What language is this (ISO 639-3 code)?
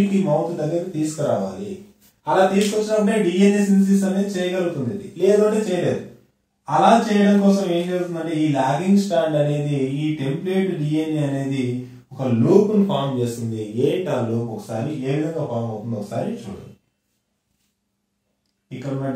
tel